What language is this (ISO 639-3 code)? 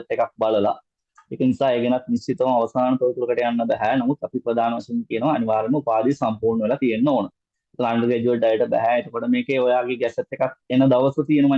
sin